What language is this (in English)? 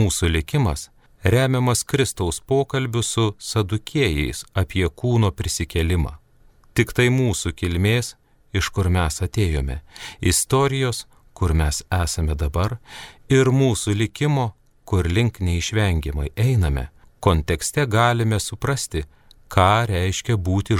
Lithuanian